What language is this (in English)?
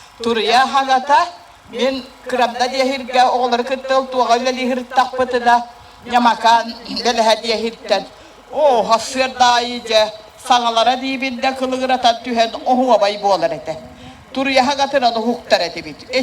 Yakut